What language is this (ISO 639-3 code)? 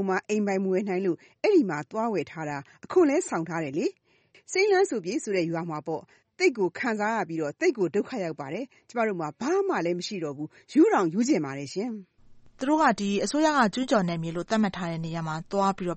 mya